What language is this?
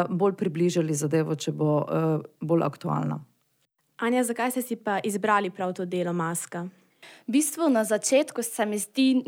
Slovenian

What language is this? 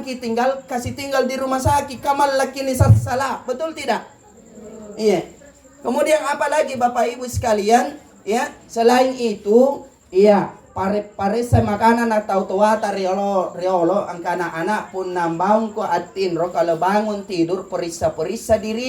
Makasar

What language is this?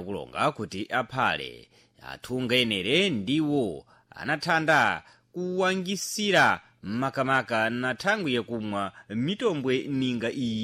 Sena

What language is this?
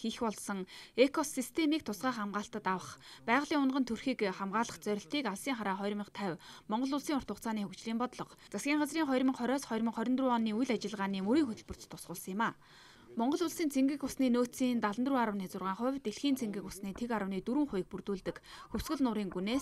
Mongolian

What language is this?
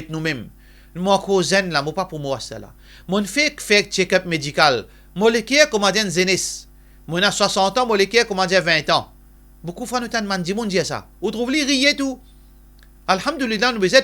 Morisyen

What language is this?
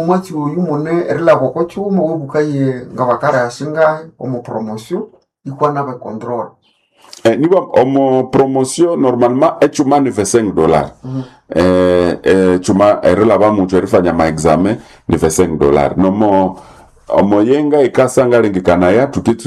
Nande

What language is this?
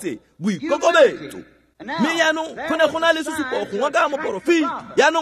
Tswana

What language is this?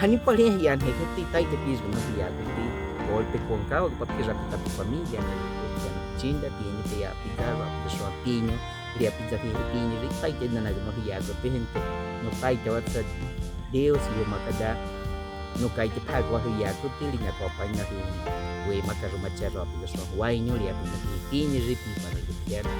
Baniwa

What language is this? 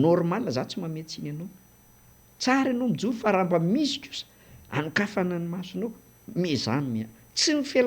Malagasy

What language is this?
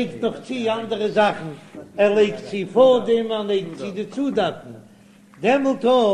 Yiddish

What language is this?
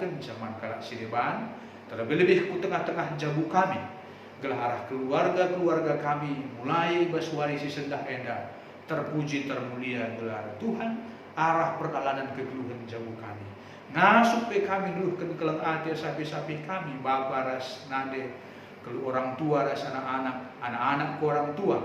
Batak Karo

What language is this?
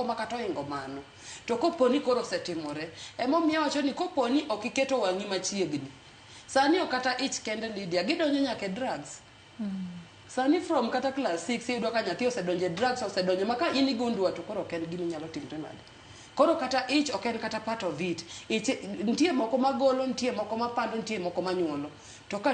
Luo (Kenya and Tanzania)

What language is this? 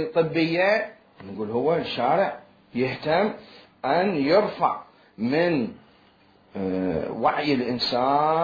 Mesopotamian Arabic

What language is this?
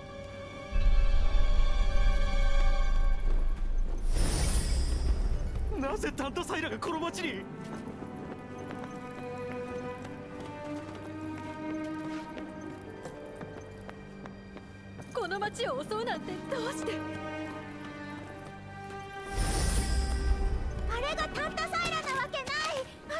Japanese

